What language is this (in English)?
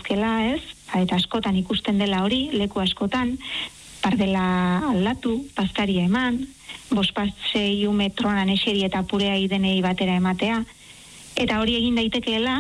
Basque